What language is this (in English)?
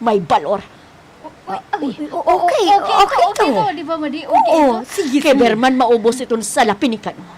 Waray